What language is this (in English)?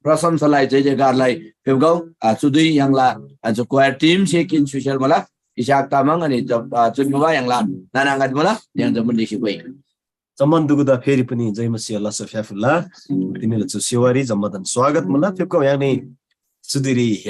Eastern Tamang